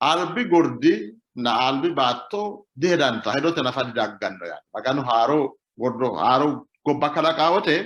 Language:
Sidamo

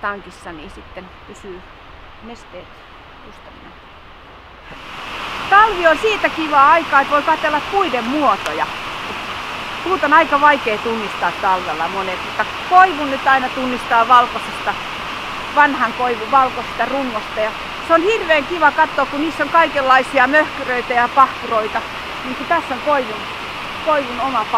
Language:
Finnish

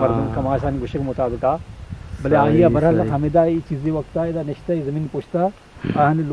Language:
Eastern Balochi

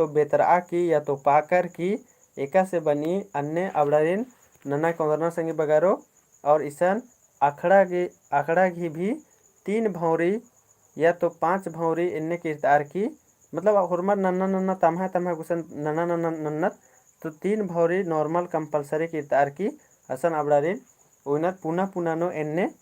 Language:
Kurukh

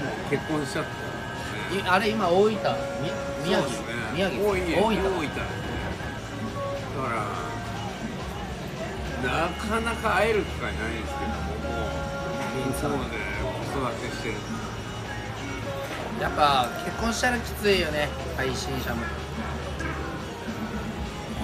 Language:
Japanese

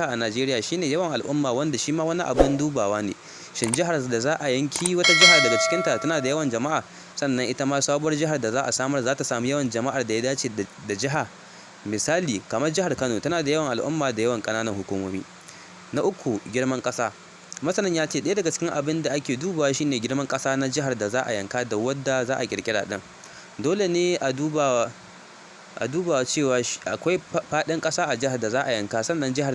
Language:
Hausa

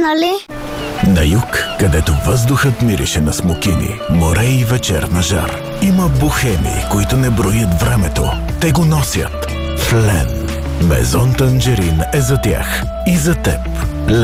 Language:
Bulgarian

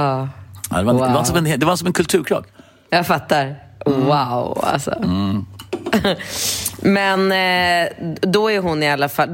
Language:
Swedish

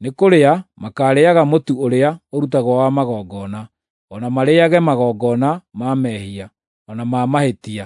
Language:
Kikuyu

